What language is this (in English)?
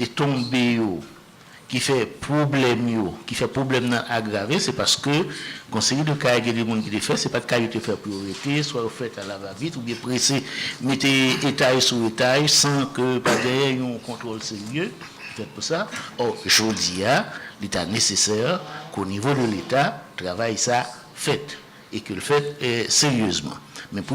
Haitian Creole